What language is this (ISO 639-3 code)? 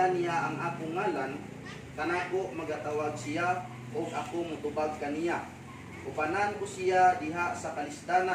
ceb